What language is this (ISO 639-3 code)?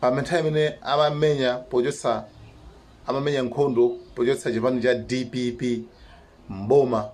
nya